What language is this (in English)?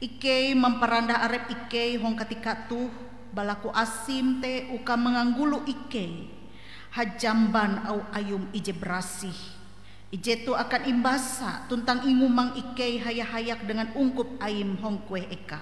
Ngaju